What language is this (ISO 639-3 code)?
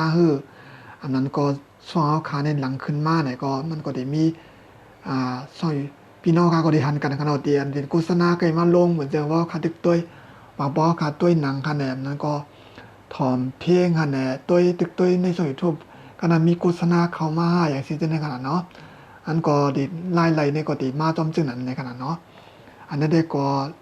shn